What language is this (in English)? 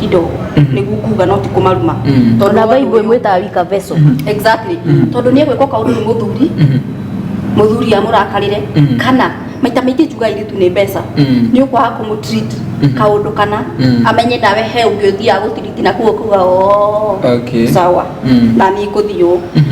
Kikuyu